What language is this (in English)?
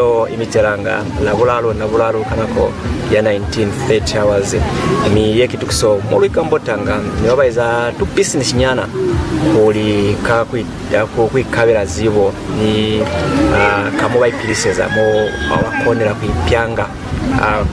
Lozi